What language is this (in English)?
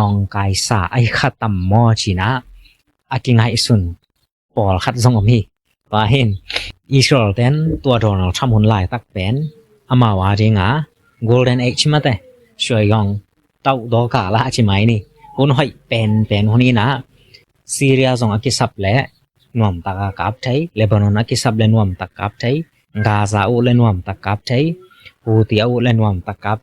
Tedim Chin